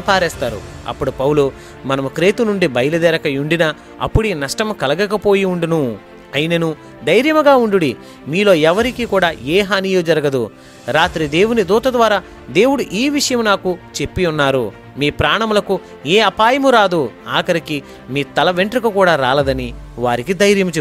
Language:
Telugu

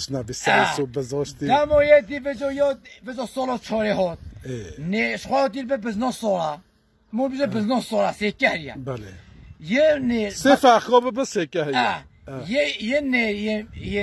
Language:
Kurdish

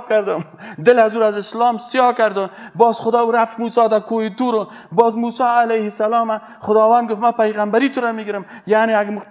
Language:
Persian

